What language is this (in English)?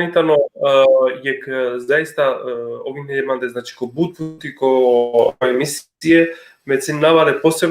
Balkan Romani